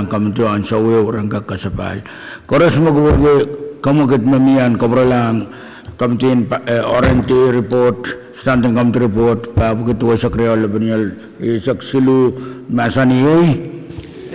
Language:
Pohnpeian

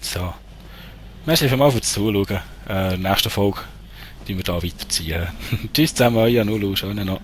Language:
Swiss German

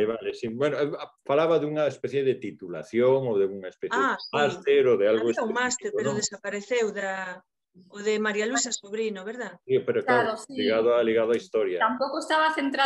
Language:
Galician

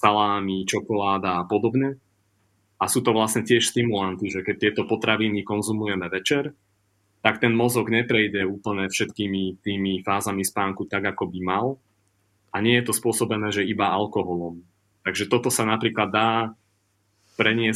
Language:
Slovak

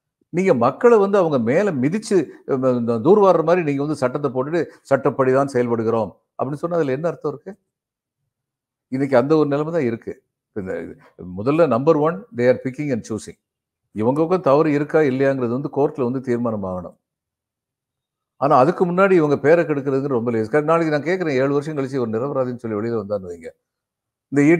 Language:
Tamil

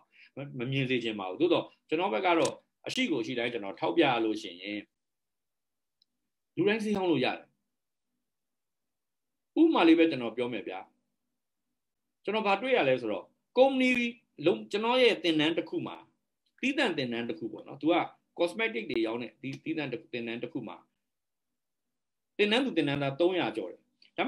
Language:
Burmese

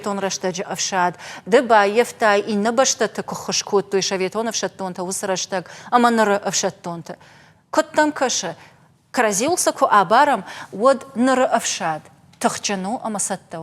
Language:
Ossetic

